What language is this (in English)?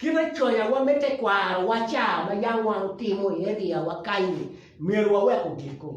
Acoli